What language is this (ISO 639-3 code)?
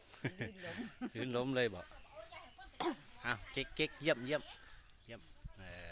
tts